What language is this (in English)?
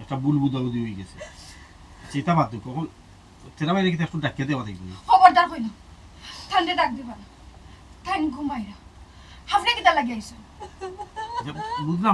Sylheti